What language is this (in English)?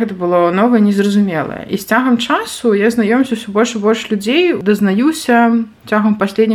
Belarusian